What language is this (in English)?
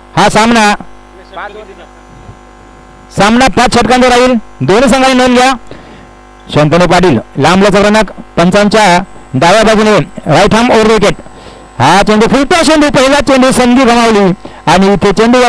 Marathi